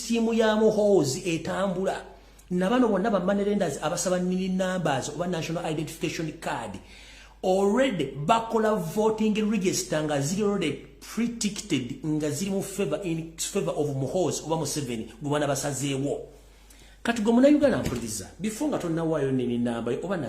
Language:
Ganda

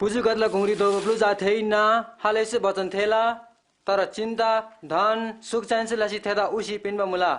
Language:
Eastern Tamang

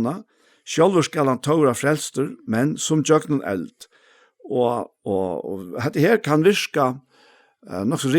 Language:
Faroese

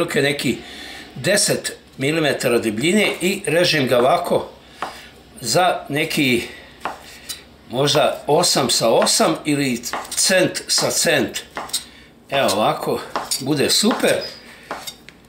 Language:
Croatian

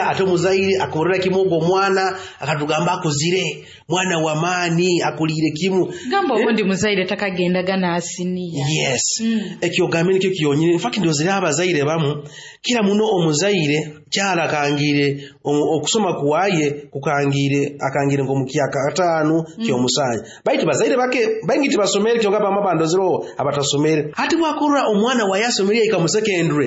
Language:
Nyoro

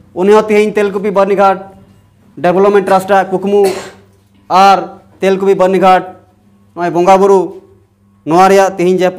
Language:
Santali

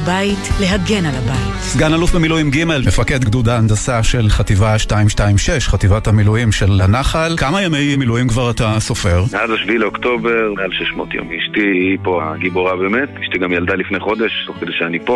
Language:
Hebrew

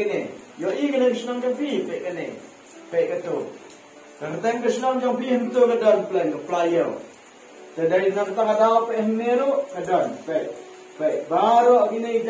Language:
Khasi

